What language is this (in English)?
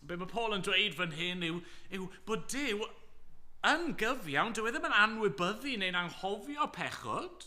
Welsh